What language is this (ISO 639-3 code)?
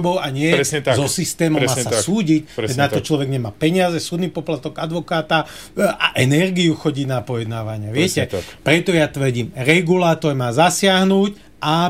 slk